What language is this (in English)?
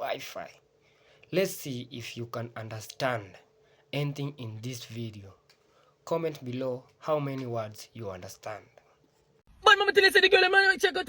Jamaican Creole English